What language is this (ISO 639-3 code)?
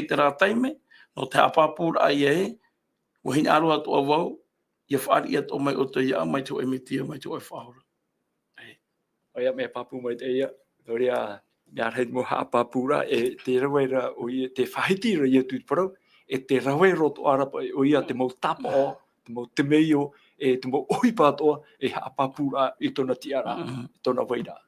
tah